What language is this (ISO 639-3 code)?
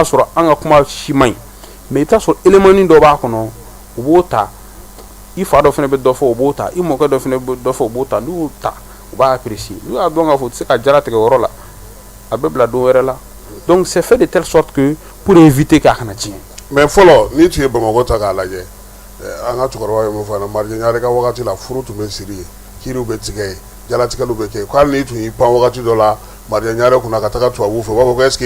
bam